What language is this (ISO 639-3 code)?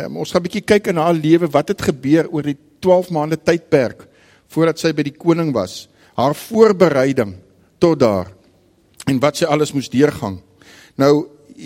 afr